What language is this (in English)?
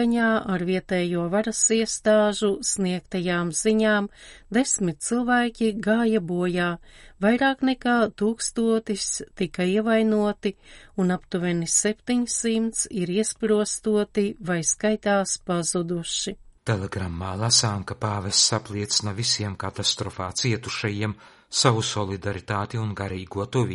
Latvian